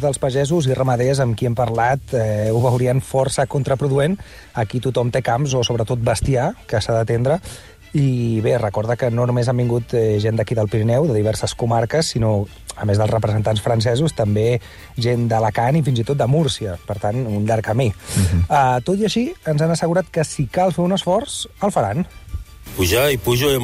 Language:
Catalan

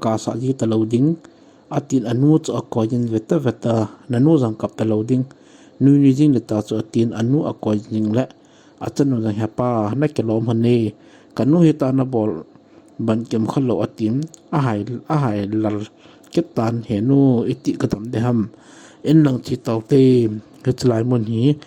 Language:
Thado Chin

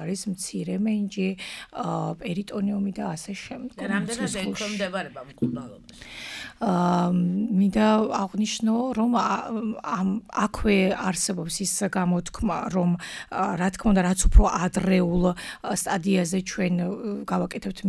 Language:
Georgian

